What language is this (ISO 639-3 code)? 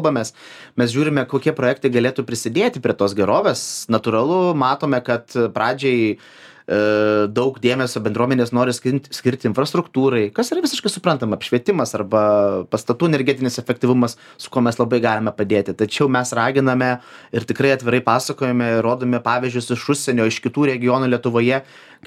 lit